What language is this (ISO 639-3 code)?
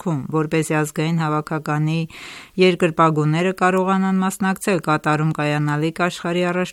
hye